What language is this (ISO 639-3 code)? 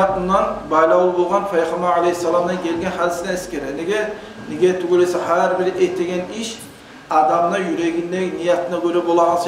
kum